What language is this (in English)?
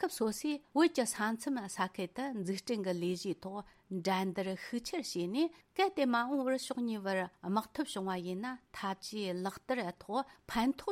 Tibetan